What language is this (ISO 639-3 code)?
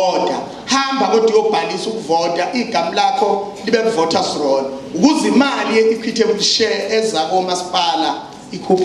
zul